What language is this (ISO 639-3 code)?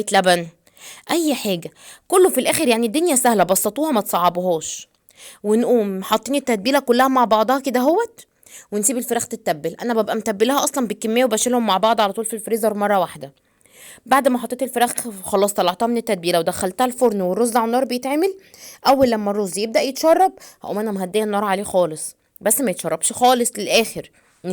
arz